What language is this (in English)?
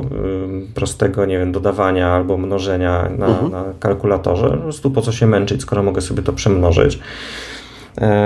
Polish